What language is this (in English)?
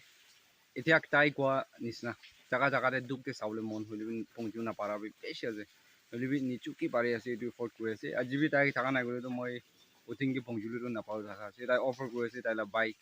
Naga Pidgin